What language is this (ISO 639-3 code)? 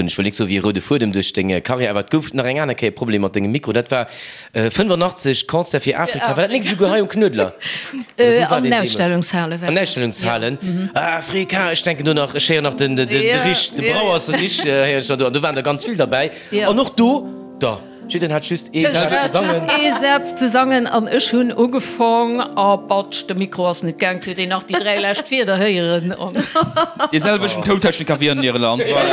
ltz